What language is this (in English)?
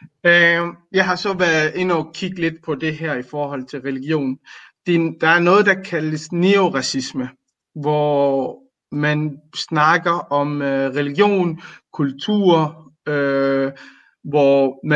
Danish